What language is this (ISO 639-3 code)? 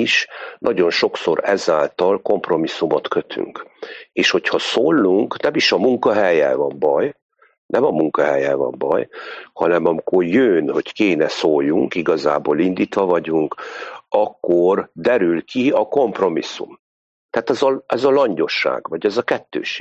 hun